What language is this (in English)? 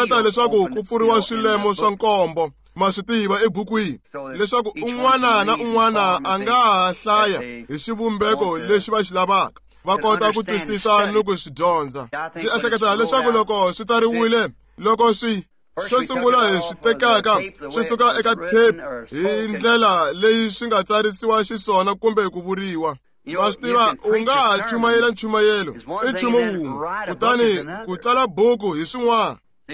Tsonga